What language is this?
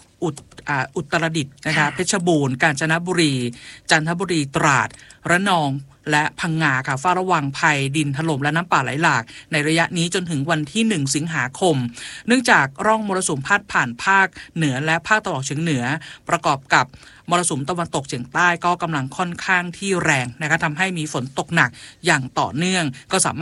Thai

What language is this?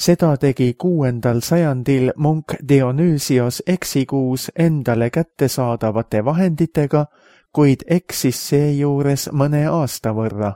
Estonian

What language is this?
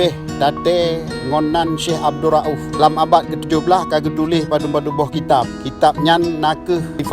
Achinese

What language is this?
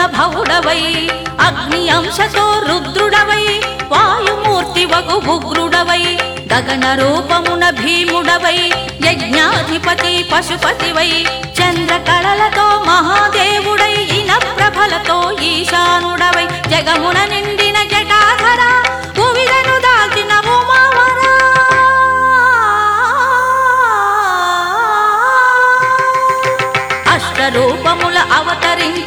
Telugu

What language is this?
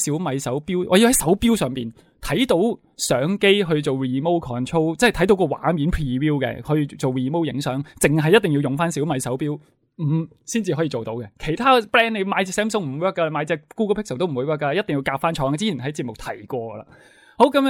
Cantonese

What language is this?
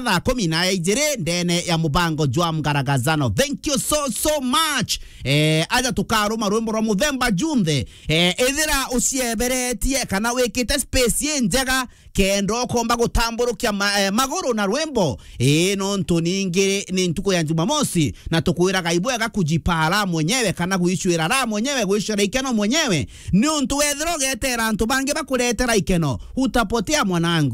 Meru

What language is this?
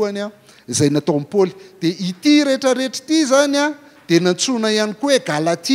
Malagasy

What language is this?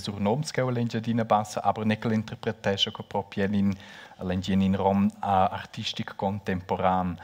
Romansh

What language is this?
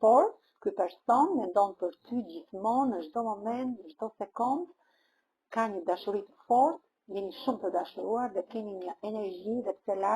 Albanian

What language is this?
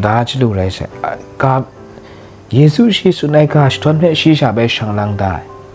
Kachin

